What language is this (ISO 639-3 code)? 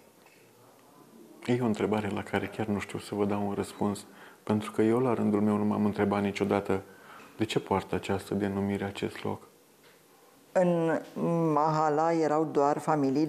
ron